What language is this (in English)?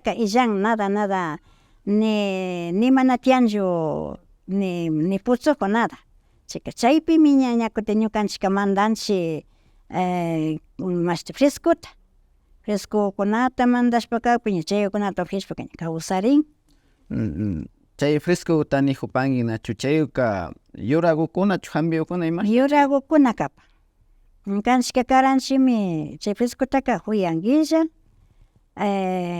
Imbabura Highland Quichua